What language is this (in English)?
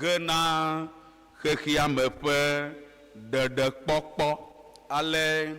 Ewe